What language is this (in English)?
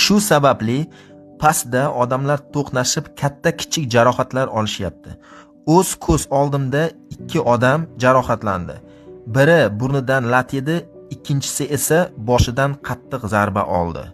Uzbek